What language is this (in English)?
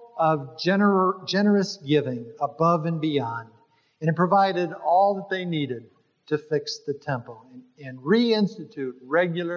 English